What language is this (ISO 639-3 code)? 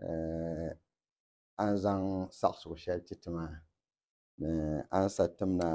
dag